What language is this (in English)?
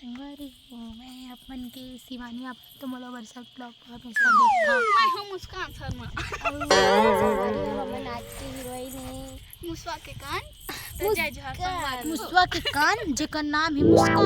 Chhattisgarhi